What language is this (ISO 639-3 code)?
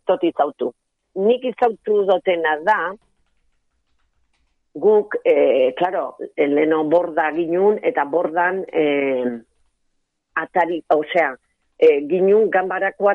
eus